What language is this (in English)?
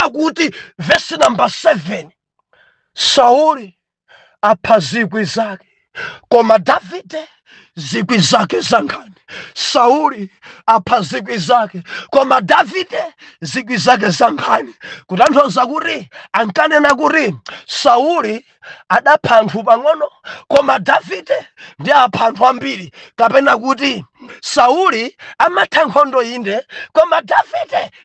Nyanja